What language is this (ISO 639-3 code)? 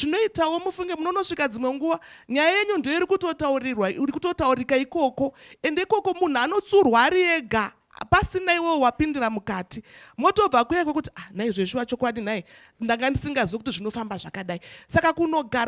sna